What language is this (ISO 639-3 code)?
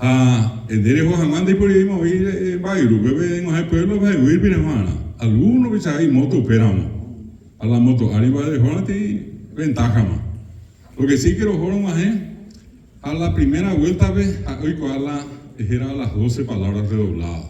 grn